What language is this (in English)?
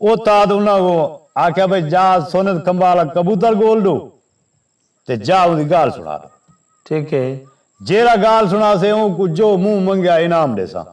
Saraiki